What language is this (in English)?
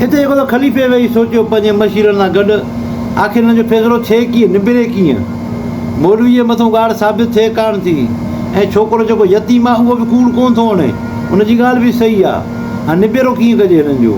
Sindhi